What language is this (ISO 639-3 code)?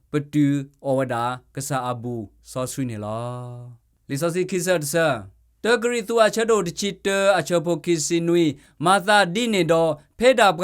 ksw